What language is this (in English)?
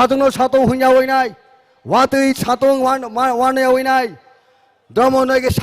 Kok Borok